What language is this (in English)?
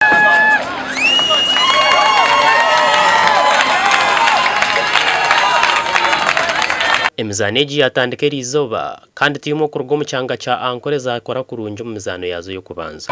Nyankole